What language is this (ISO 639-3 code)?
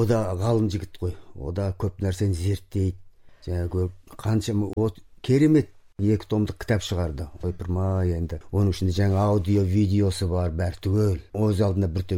kaz